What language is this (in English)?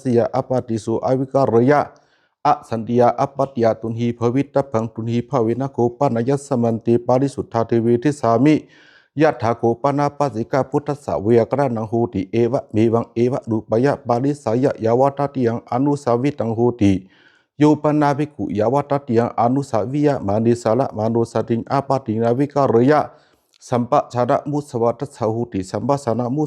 Pali